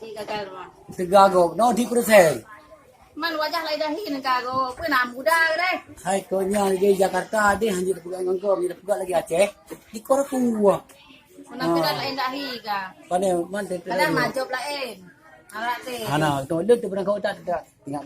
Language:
Achinese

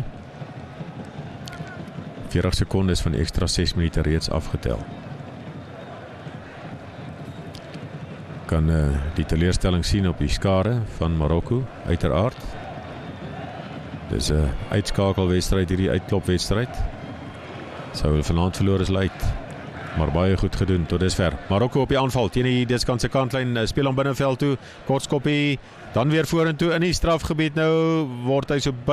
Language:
Afrikaans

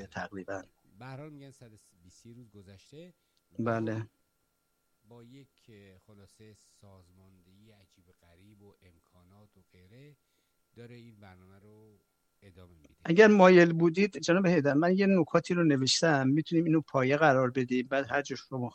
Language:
Persian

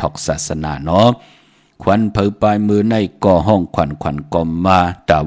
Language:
Shan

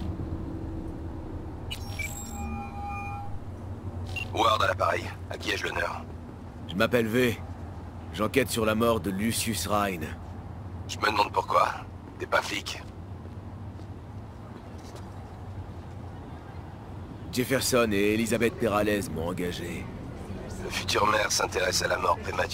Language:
French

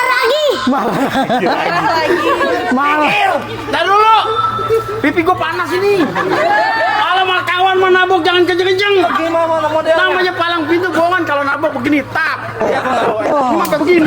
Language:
Betawi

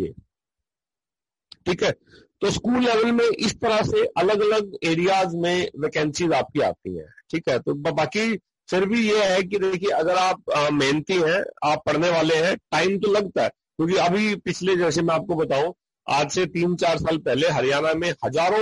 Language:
Hindi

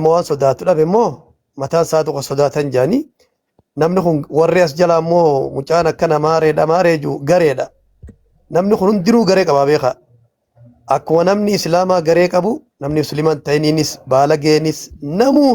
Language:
Oromo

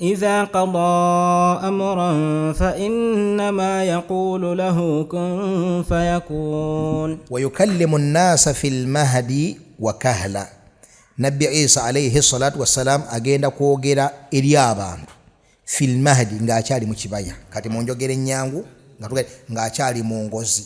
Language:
Ganda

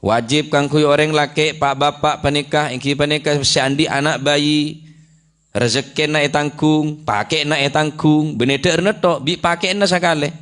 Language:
Madurese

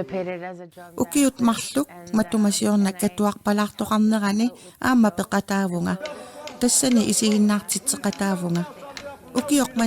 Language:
Kalaallisut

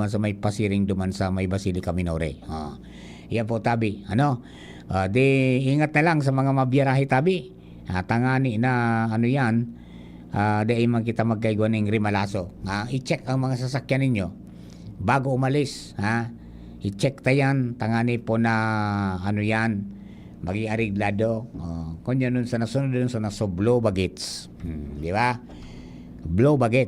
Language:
Bikol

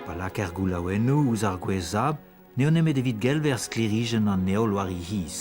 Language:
Breton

